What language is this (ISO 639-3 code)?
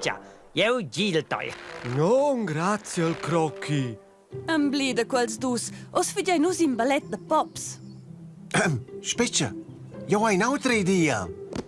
roh